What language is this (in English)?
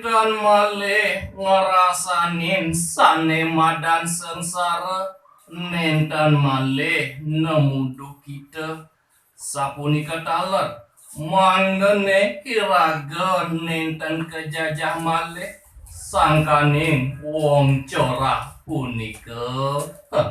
Balinese